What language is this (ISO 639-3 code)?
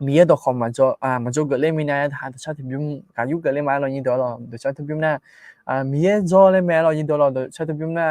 ahk